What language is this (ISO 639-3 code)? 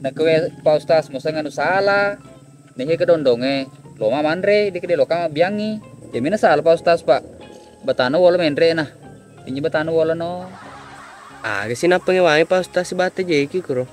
bug